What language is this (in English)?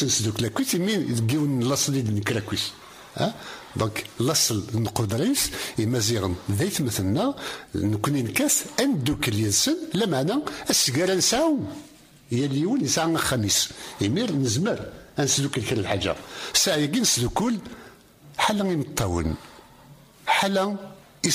Kabyle